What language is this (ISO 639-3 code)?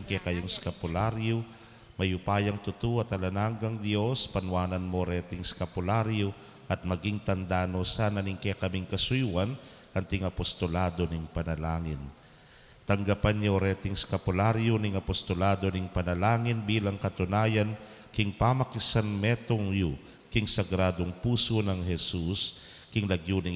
pam